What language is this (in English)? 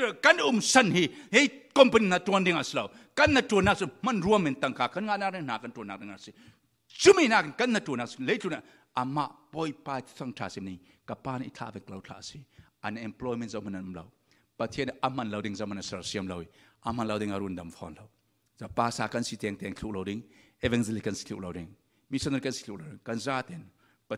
Falam Chin